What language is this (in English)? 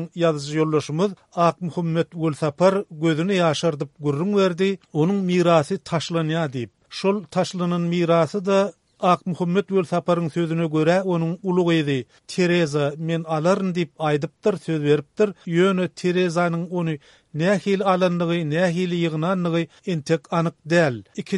Turkmen